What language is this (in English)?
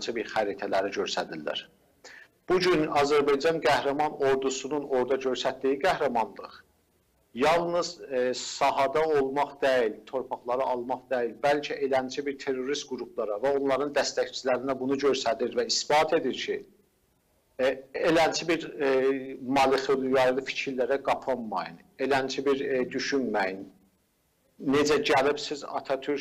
South Azerbaijani